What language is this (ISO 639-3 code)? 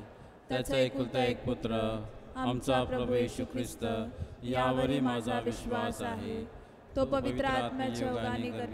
mar